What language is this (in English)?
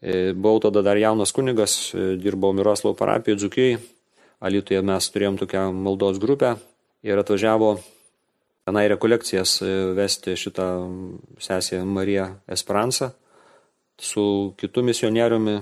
Lithuanian